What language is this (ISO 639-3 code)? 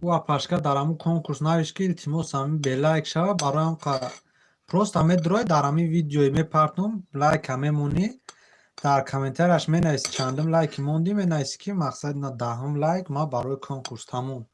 tgk